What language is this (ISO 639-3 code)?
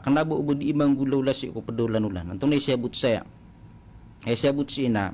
mrw